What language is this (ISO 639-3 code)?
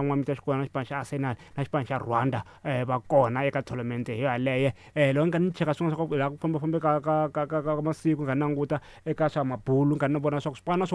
tso